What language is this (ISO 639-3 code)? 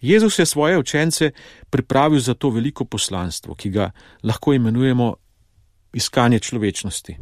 slv